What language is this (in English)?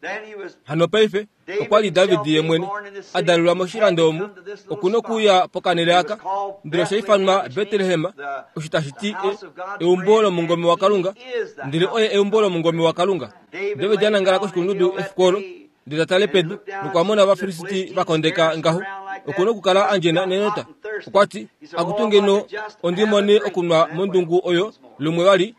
Kuanyama